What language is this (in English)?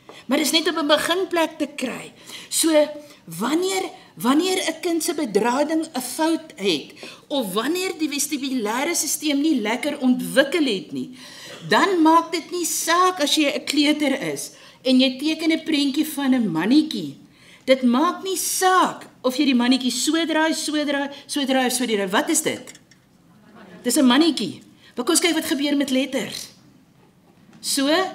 Afrikaans